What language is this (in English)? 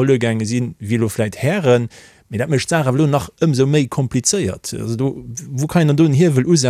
Luxembourgish